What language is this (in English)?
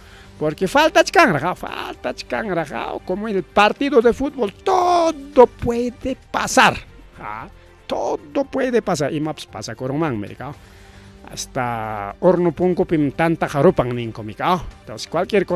Ayacucho Quechua